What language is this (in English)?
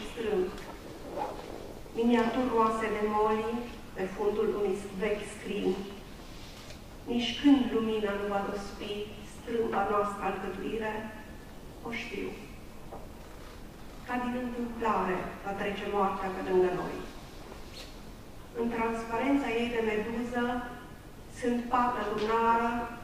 Romanian